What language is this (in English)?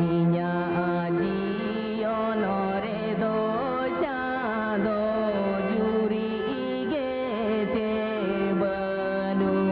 Santali